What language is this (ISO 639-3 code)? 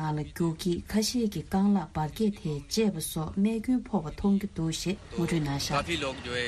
bod